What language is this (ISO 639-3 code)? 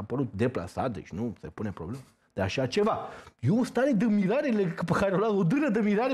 ron